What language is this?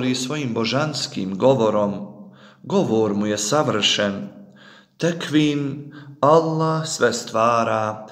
Bosnian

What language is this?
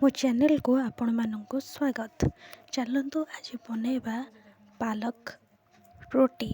Odia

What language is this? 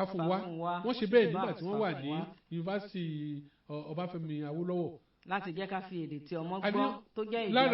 Yoruba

